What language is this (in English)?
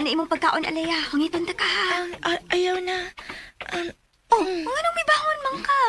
Cebuano